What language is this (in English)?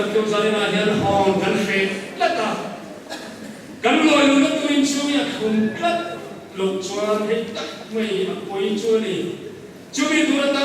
Mizo